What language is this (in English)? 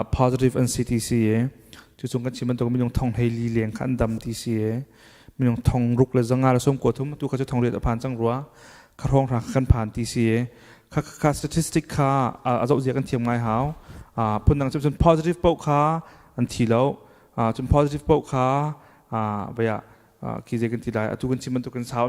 Hakha Chin